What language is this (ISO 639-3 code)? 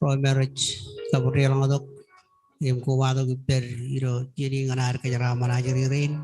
mah